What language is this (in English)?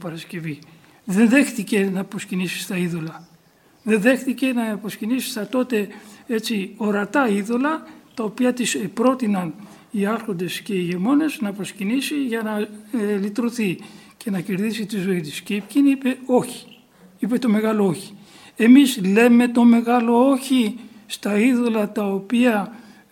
Greek